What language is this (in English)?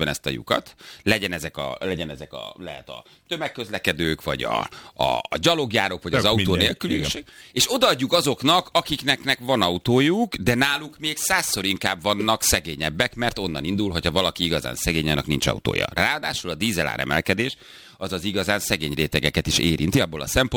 Hungarian